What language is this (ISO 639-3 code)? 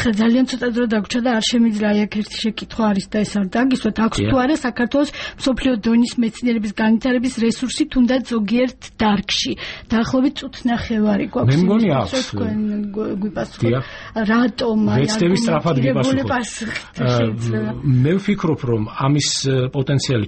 kat